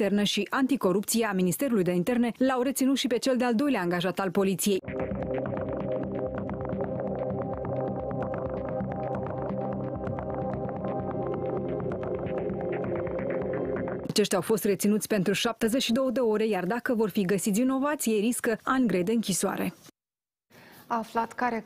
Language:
Romanian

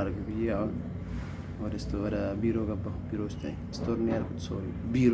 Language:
Amharic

